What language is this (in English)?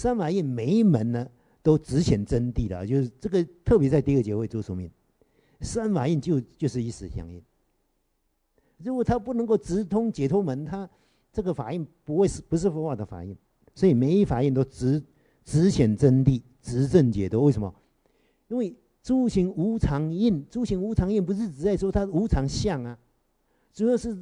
Chinese